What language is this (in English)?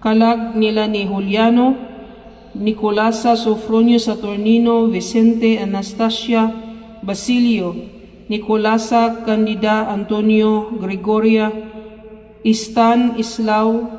Cebuano